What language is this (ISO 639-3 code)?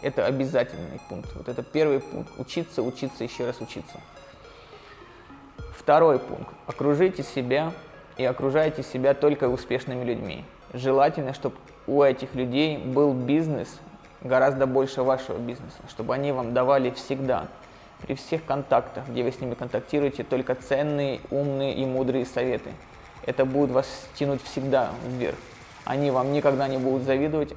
rus